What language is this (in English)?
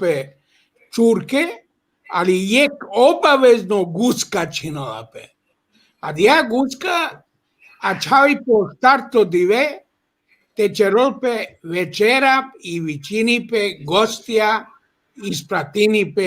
Balkan Romani